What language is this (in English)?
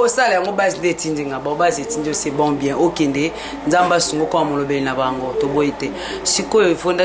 Lingala